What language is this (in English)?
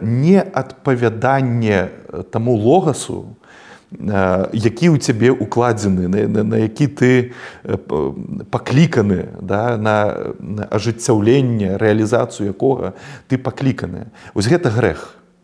Belarusian